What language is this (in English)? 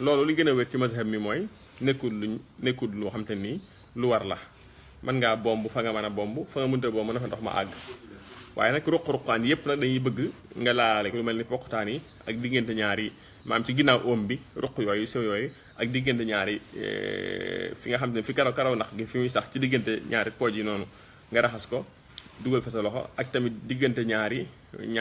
Wolof